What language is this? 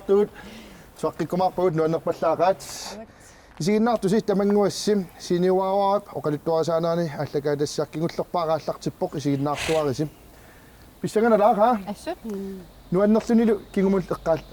Kalaallisut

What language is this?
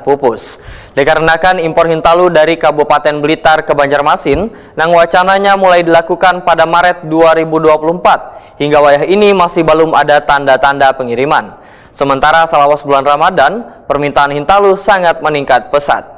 Banjar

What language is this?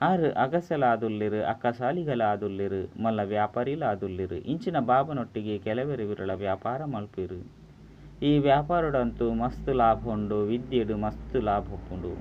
Tulu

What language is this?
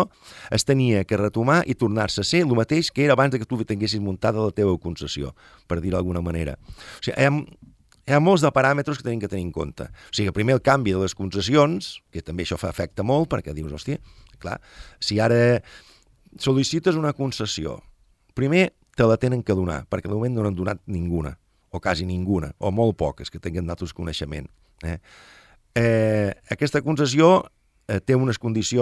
Catalan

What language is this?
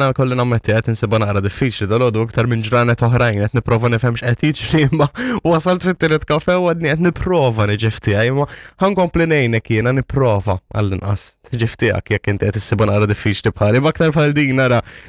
Maltese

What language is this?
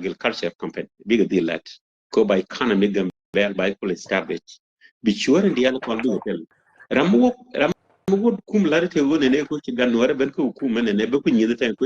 Nuer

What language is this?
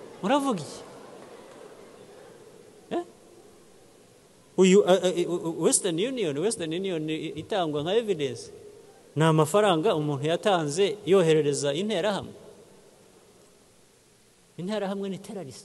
Kinyarwanda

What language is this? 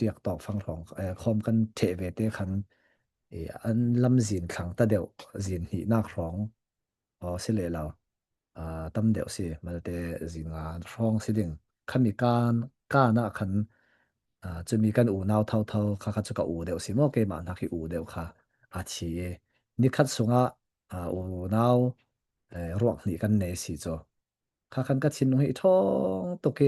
Falam Chin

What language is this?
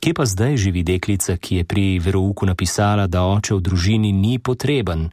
Slovenian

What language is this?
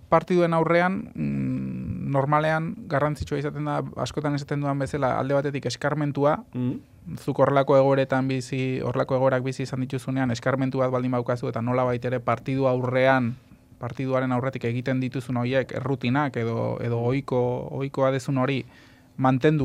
Basque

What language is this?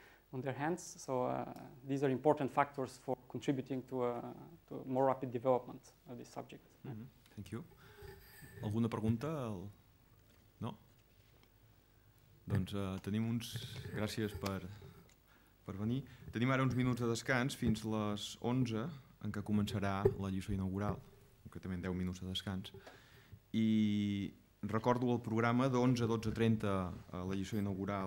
Catalan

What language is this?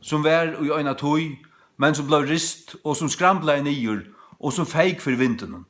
Faroese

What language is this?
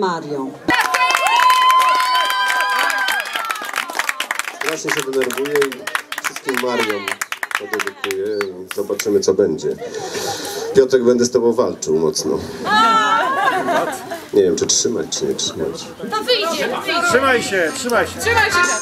Polish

